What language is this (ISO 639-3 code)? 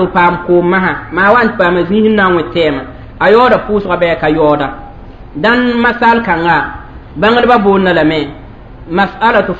mos